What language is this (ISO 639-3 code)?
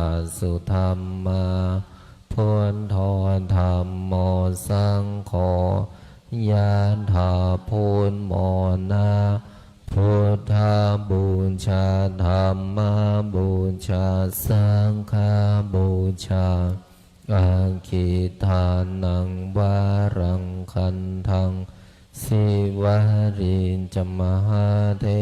pli